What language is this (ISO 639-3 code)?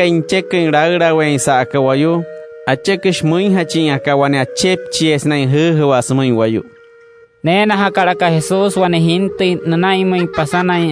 guc